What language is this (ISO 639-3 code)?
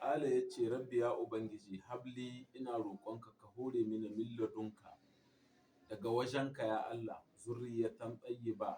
hau